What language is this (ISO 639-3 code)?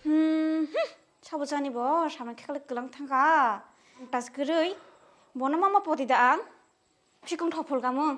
trp